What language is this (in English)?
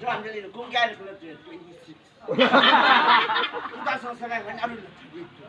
Tangkhul Naga (India)